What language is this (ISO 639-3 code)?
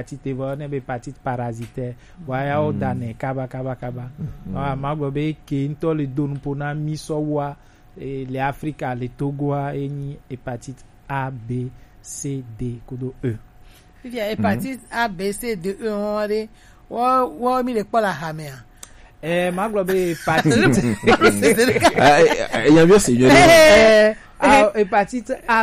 gej